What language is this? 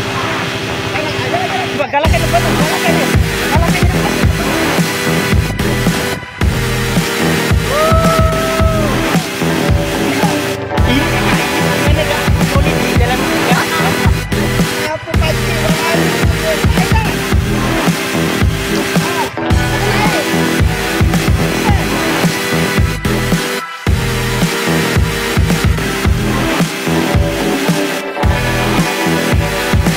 Malay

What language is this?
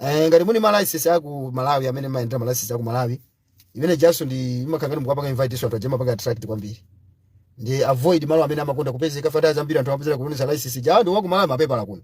Nyanja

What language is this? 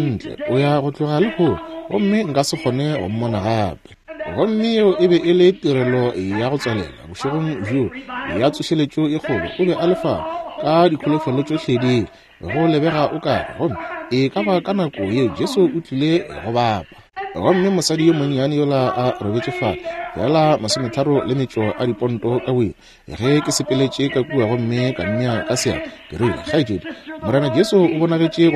Northern Sotho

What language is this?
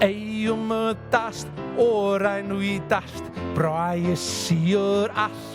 Faroese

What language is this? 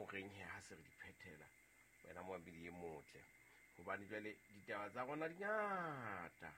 Southern Sotho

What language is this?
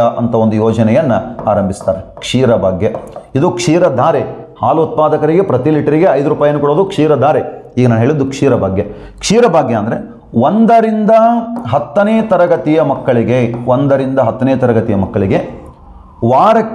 Kannada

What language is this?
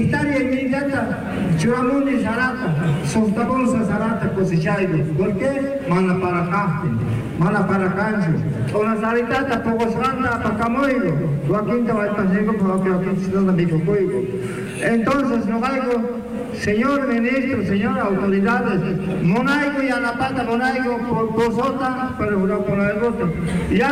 South Bolivian Quechua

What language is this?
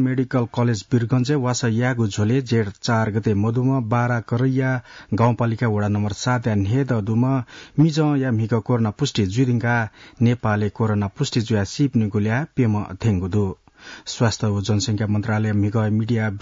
Newari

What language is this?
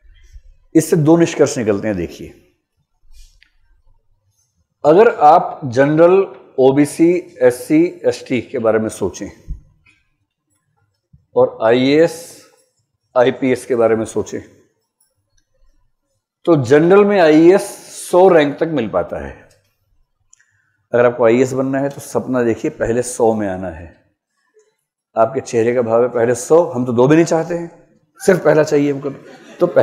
Hindi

